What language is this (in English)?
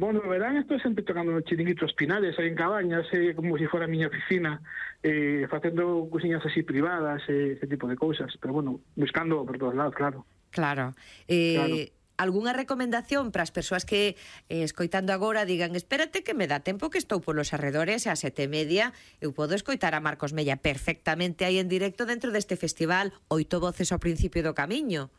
Galician